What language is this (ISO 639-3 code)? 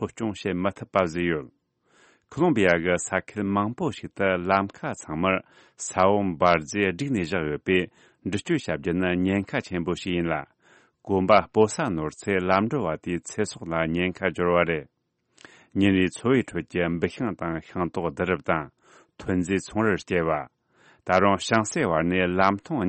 bod